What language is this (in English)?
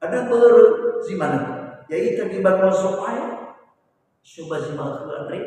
Nias